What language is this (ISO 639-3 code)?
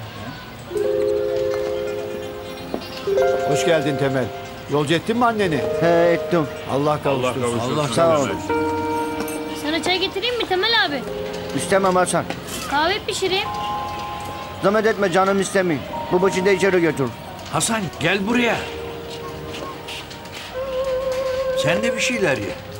tur